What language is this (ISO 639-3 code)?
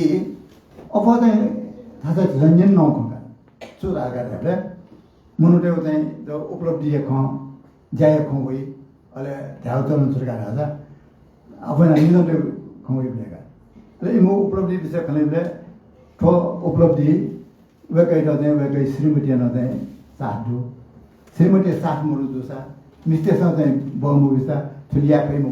new